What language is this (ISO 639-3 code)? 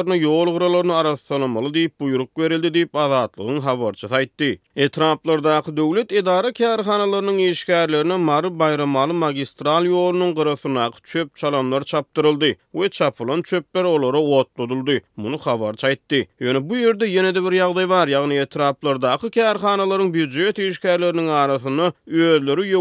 tuk